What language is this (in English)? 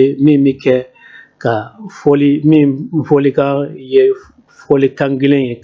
Bambara